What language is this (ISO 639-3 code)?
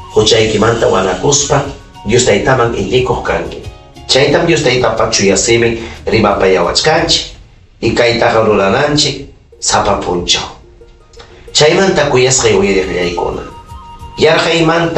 quy